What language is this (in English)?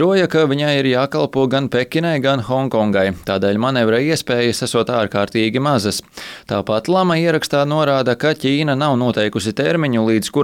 Latvian